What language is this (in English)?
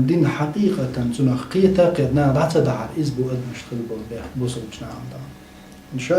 Chechen